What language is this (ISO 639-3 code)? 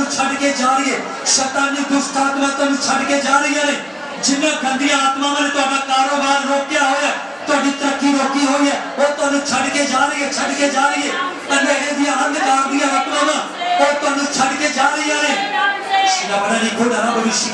pan